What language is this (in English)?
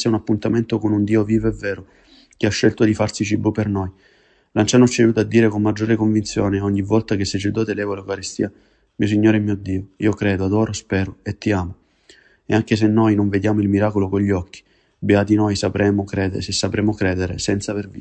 Italian